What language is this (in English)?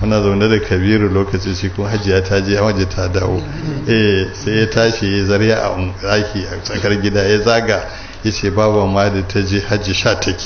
Hausa